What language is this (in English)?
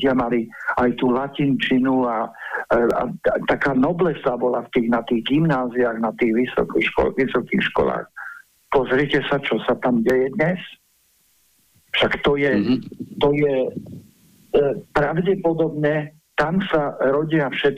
Slovak